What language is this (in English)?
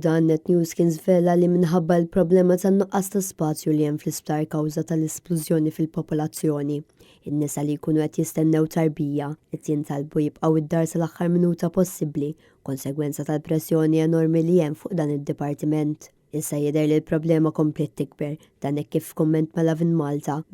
Maltese